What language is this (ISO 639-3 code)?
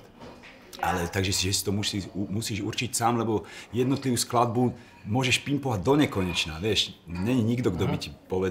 slk